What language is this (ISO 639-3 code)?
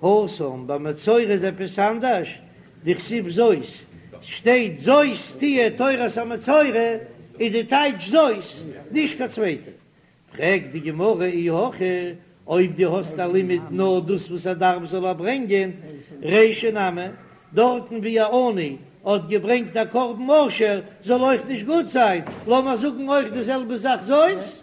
yid